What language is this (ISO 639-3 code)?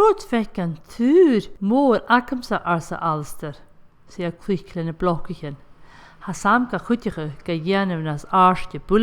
gla